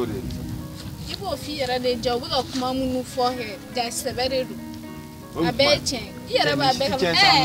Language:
Bambara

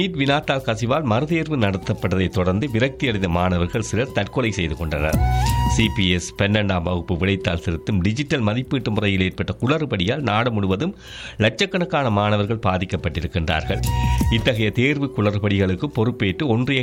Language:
Tamil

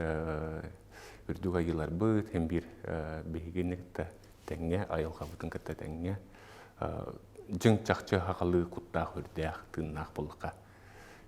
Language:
Yakut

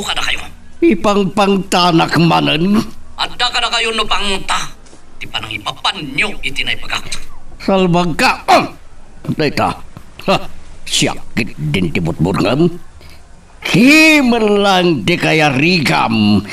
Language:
Iloko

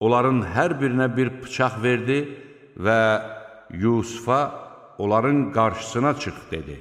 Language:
Azerbaijani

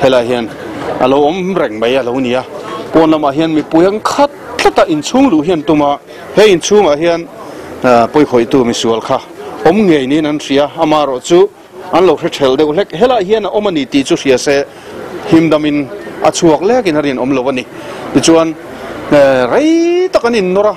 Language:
Mizo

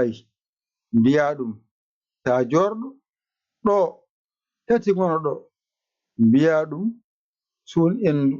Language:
Fula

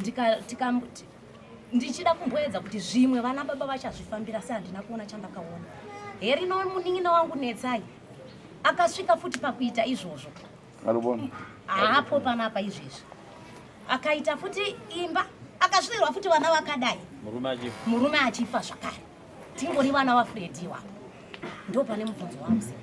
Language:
Shona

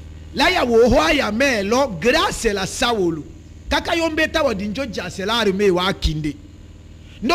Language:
Tetela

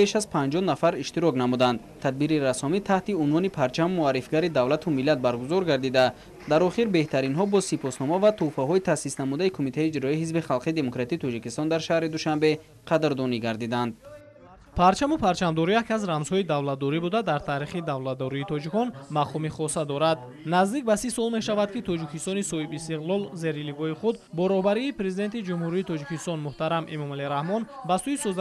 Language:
Tajik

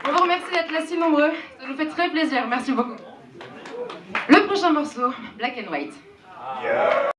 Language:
French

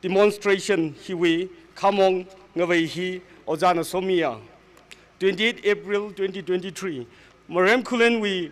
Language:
Tangkhul Naga (India)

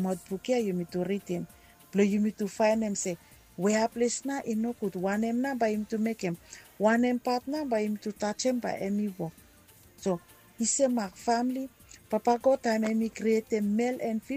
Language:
Bislama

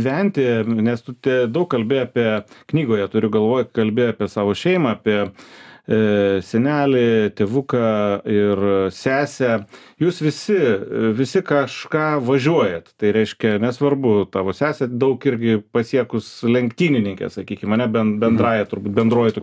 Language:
Lithuanian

